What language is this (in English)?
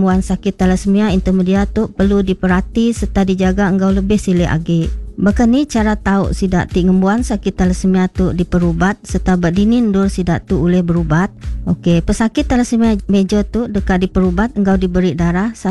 Iban